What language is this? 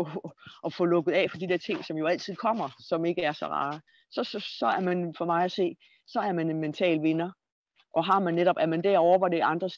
Danish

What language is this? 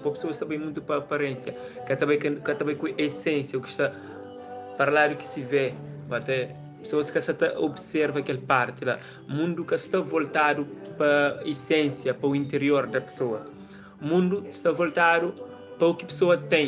Kabuverdianu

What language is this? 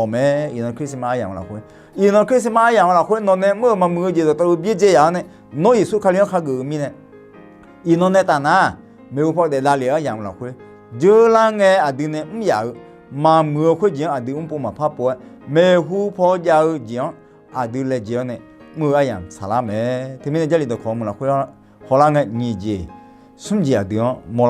Akha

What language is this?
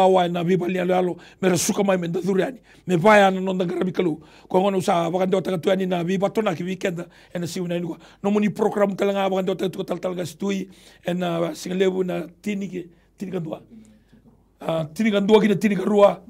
Fijian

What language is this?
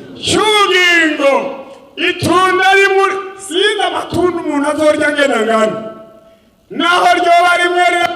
Rundi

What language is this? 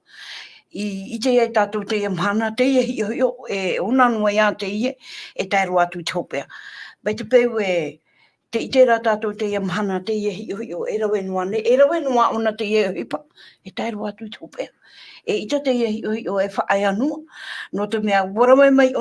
Tahitian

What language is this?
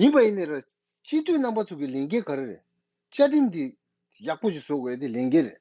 Tibetan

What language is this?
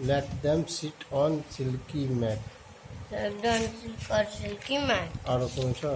Maithili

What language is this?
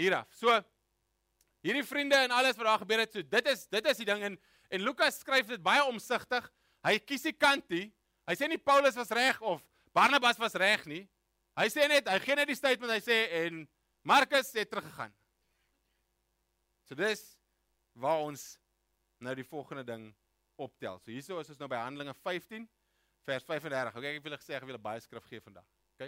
Afrikaans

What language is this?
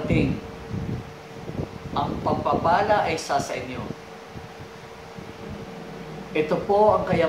Filipino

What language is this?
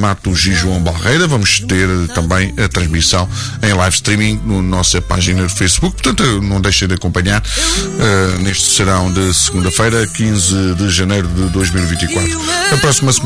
Portuguese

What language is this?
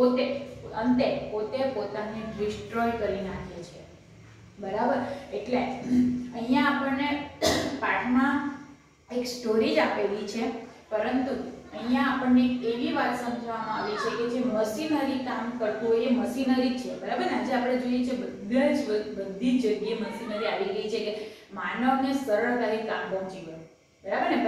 Gujarati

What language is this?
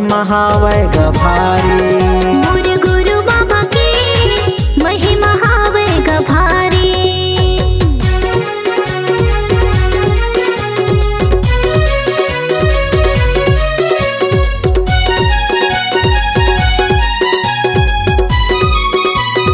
Chhattisgarhi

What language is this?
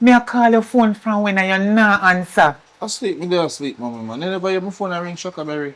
Jamaican Creole English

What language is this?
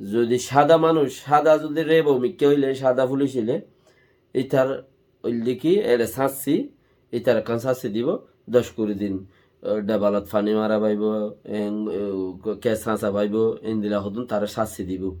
Rohingya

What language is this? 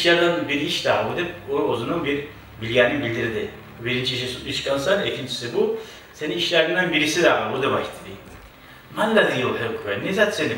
Kumyk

